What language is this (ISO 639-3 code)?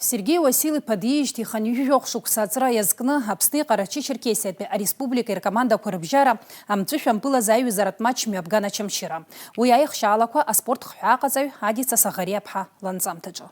abk